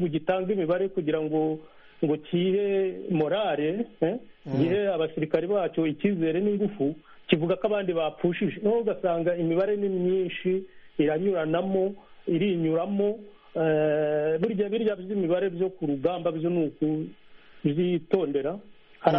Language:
Kinyarwanda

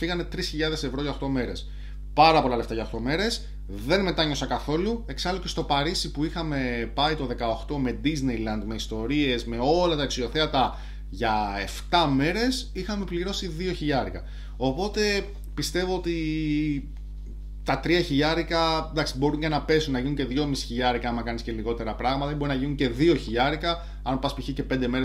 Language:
Greek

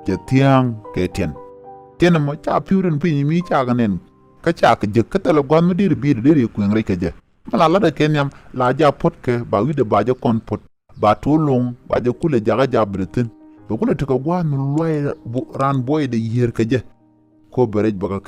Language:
Nuer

